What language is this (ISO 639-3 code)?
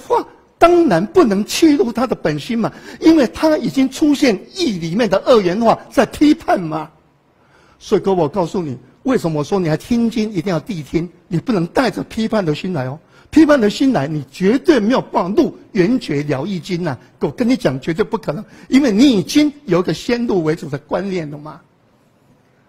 zho